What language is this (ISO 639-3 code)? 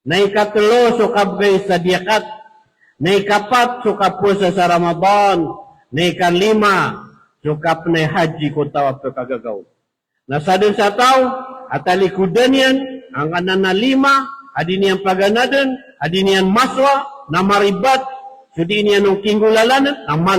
mrw